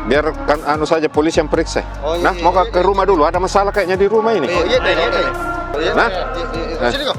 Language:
Makassar Malay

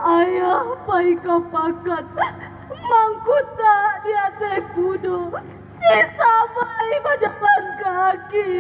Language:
Minangkabau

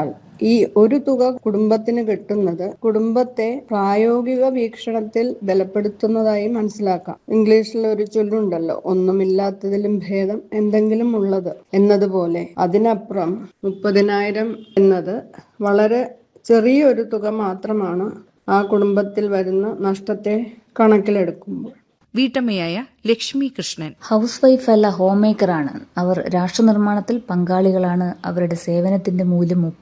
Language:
Malayalam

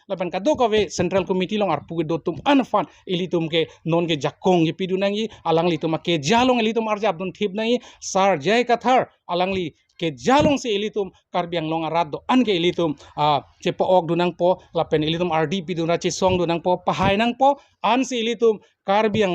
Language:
Karbi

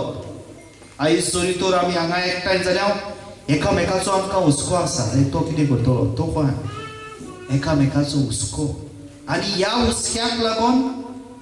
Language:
Konkani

